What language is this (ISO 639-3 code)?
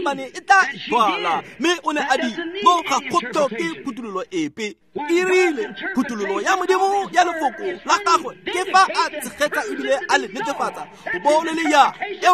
tsn